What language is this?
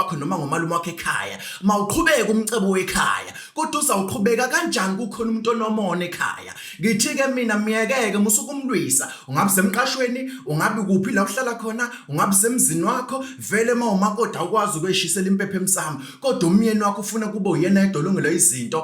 Zulu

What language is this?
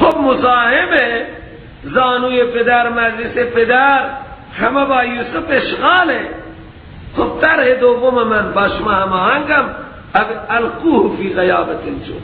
Persian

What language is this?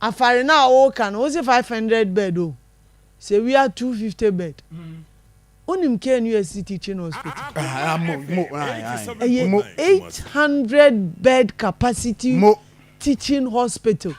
Akan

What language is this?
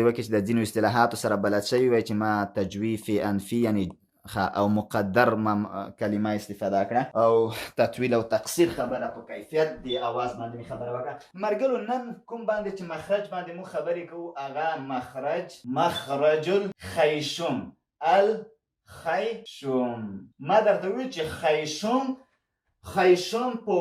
Pashto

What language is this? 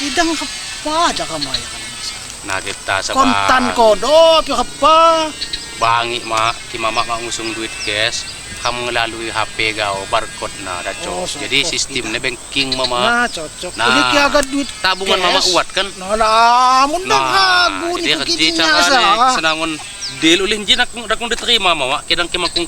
Lampung Api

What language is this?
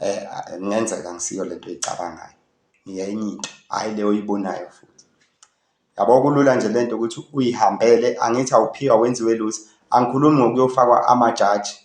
Zulu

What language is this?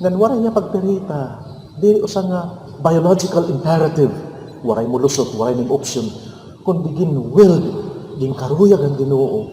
Waray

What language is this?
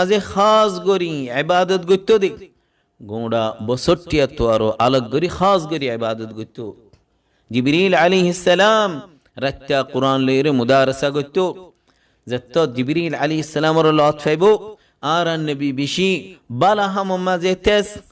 Rohingya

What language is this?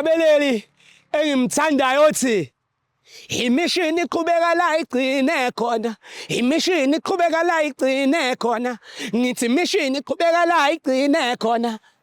Zulu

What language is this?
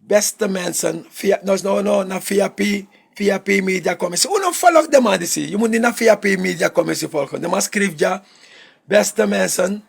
Sranan Tongo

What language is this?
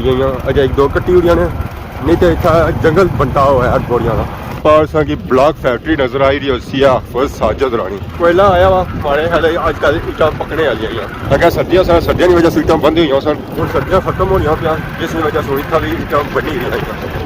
Pahari-Potwari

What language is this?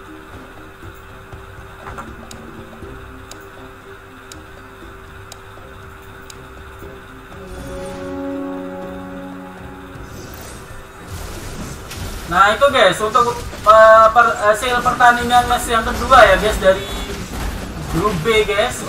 Indonesian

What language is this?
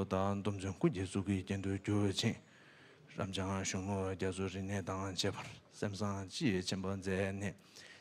Tibetan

